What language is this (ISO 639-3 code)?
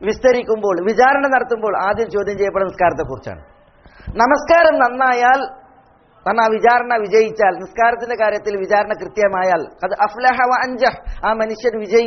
mal